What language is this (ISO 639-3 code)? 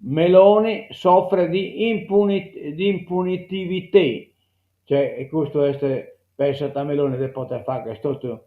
srd